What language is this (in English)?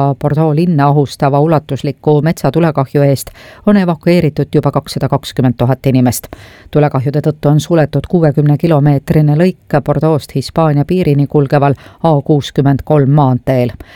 Estonian